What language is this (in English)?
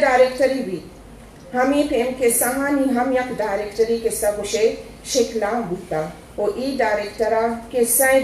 Eastern Balochi